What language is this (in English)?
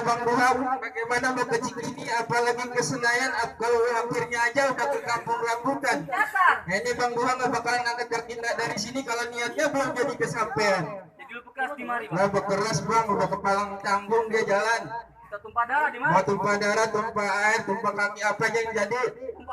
Betawi